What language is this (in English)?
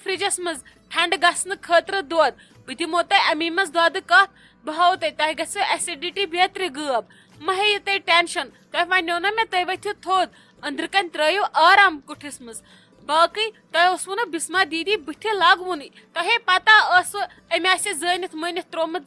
Kashmiri